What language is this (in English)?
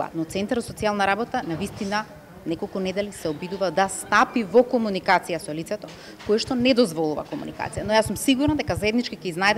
Macedonian